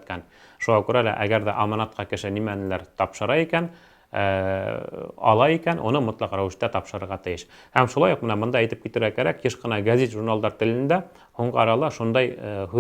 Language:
Bashkir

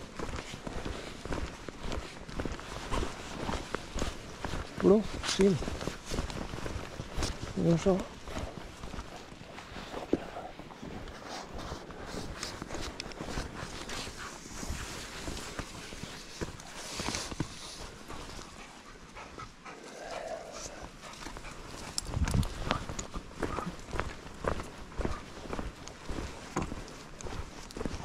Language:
Norwegian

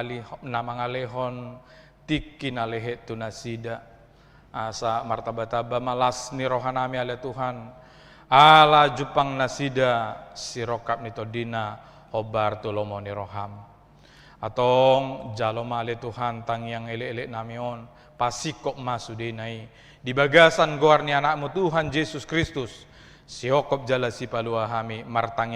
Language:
Batak Toba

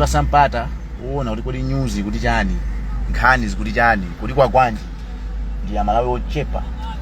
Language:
Nyanja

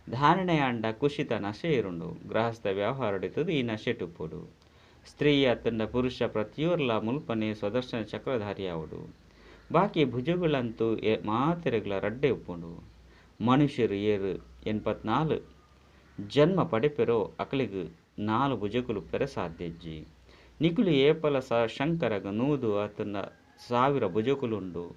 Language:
Tulu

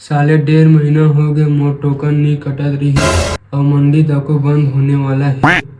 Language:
Chhattisgarhi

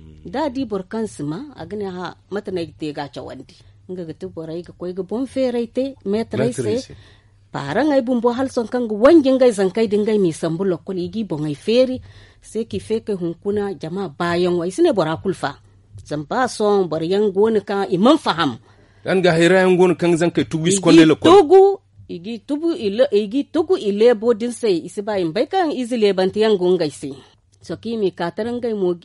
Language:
Zarma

